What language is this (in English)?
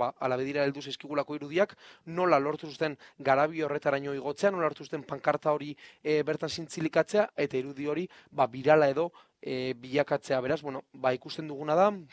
Basque